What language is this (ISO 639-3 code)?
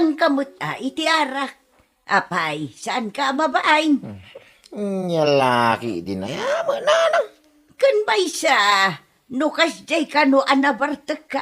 ilo